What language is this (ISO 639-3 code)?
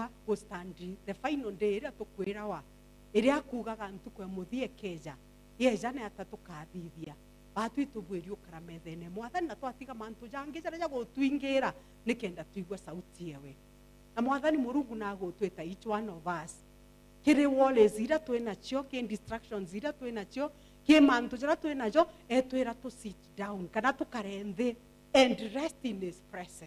mer